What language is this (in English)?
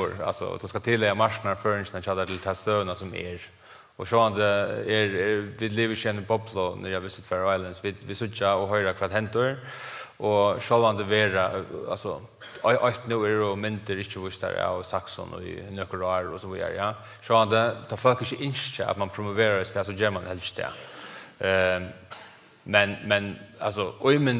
Faroese